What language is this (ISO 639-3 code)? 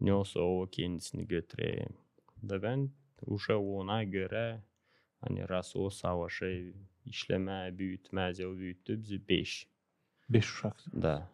gag